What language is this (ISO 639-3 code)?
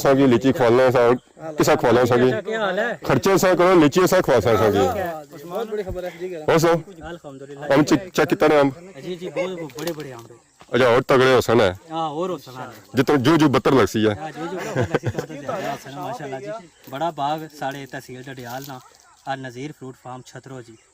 phr